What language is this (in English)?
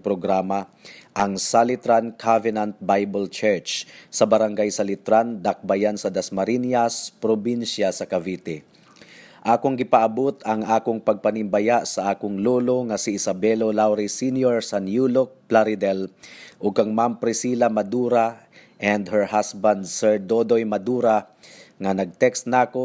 Cebuano